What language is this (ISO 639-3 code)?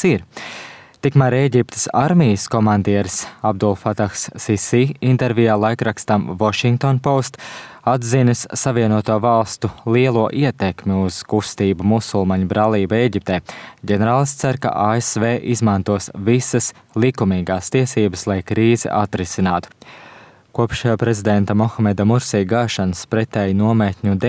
lav